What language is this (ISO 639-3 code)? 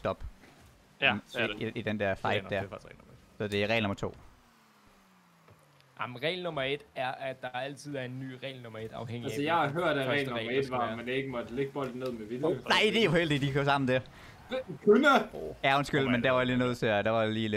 dan